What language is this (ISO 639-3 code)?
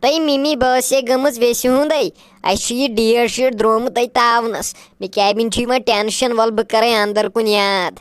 kas